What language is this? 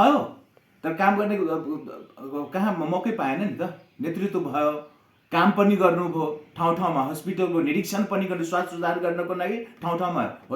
Nepali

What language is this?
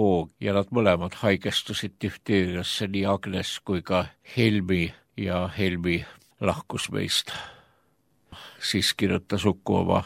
Estonian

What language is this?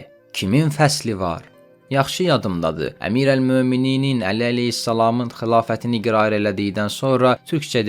Azerbaijani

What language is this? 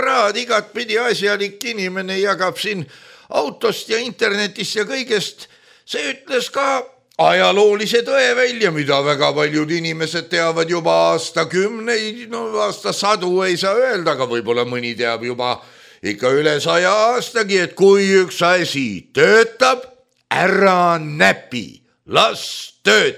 Estonian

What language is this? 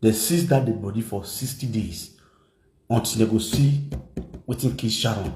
Nigerian Pidgin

